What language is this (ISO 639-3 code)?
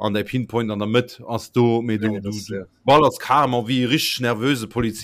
ltz